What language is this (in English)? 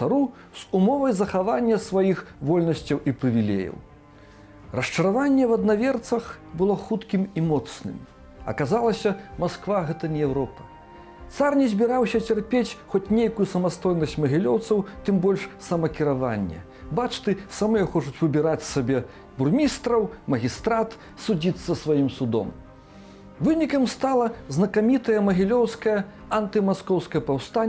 Belarusian